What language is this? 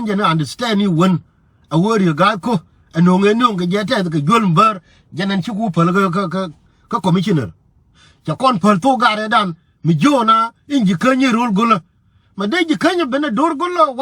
Nuer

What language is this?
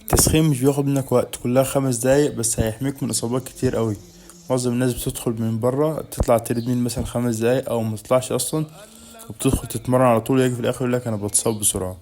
Egyptian Arabic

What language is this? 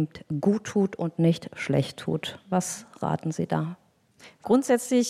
German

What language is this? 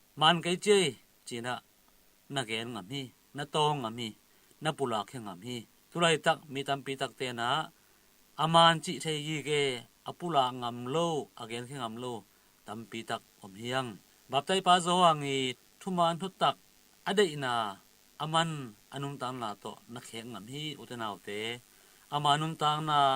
Tedim Chin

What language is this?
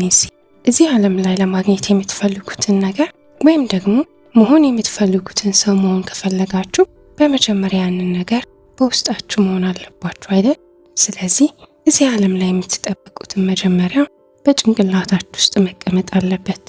Amharic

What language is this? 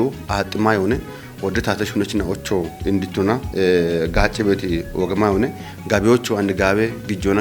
Kafa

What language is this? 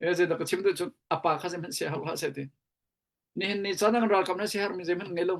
Hakha Chin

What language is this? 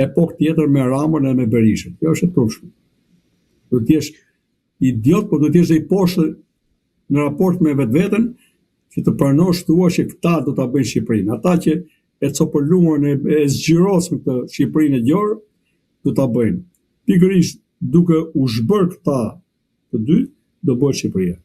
Albanian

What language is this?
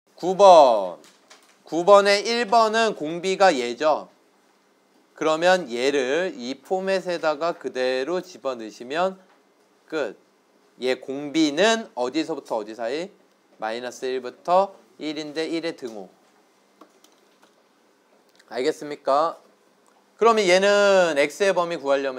Korean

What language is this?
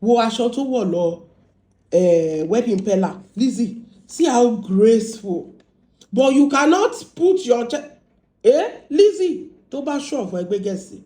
Yoruba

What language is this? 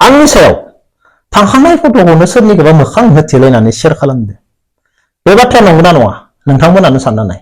Bodo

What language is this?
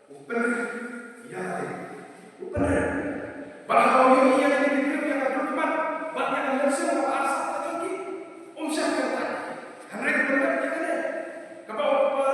Khasi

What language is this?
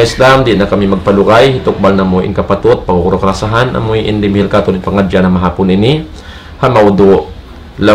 Tausug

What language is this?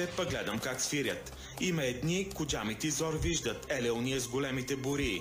Bulgarian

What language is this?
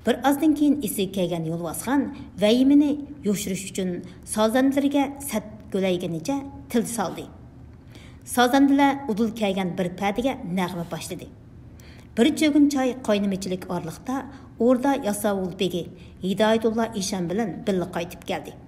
Uyghur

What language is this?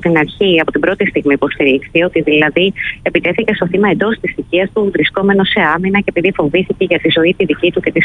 Greek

